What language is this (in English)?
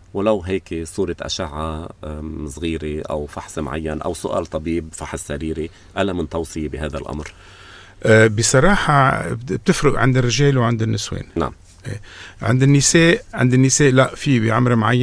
North Levantine Arabic